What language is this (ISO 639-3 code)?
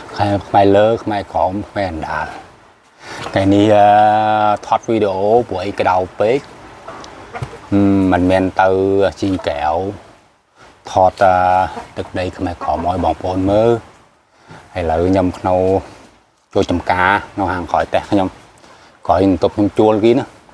khm